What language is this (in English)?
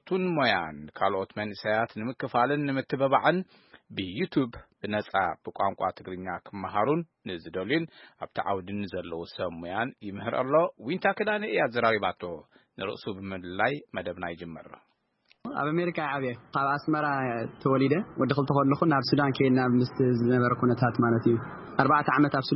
Tigrinya